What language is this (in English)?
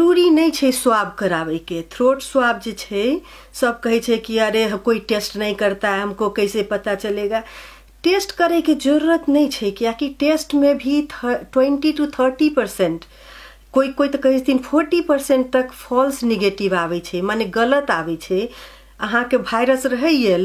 Maithili